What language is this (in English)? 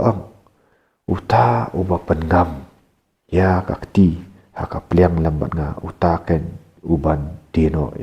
Khasi